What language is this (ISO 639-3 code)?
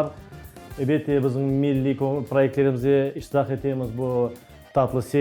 crh